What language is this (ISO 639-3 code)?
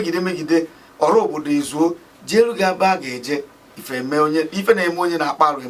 ibo